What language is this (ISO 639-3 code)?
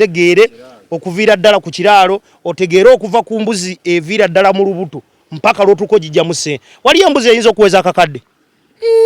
lug